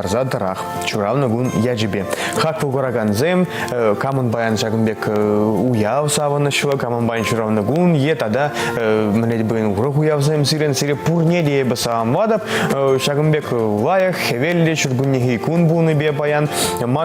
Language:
Chuvash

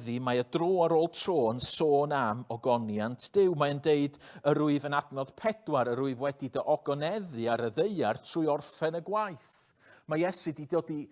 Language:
Welsh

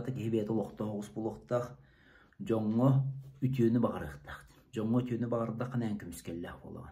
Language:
Yakut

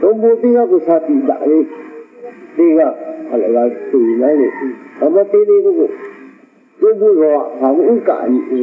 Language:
Lahu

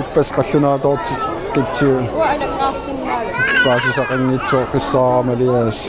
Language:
Kalaallisut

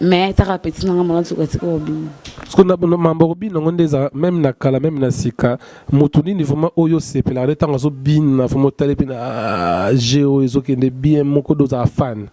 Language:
Lingala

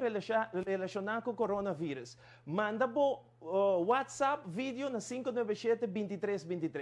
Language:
Papiamento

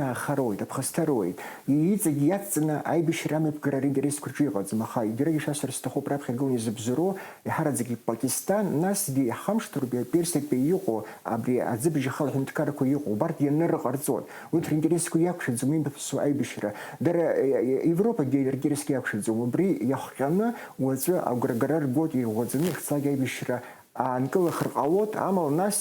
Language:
Abkhazian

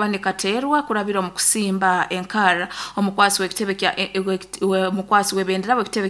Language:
Nyoro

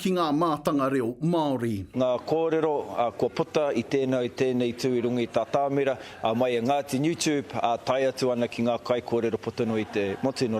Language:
Māori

